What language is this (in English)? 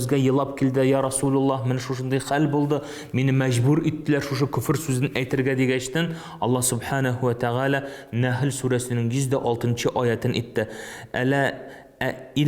Tatar